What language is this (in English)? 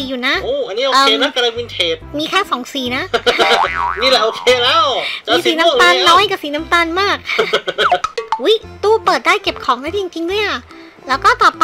Thai